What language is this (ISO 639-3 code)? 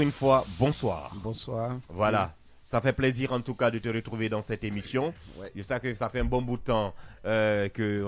fra